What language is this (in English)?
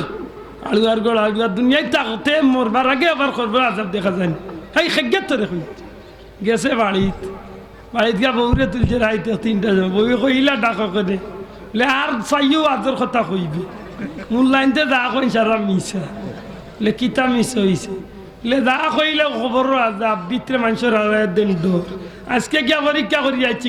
Sylheti